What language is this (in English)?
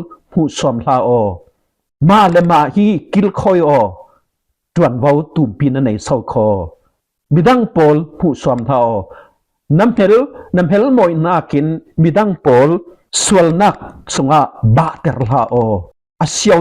Falam Chin